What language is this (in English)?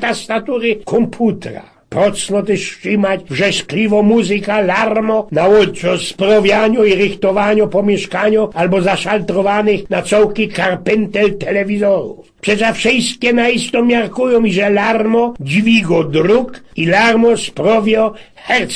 Silesian